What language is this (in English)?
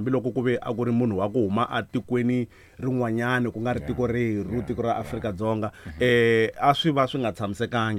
Tsonga